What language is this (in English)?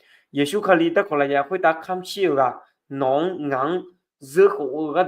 Akha